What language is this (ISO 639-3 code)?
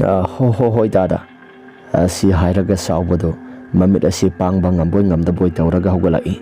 mni